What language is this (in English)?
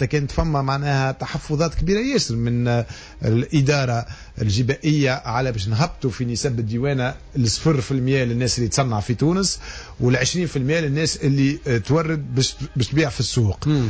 Tunisian Arabic